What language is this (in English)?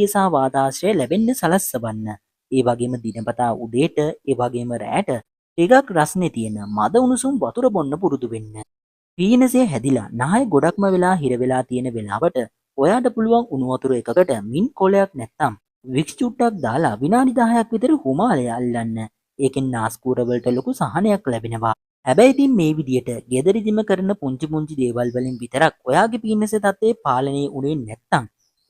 Sinhala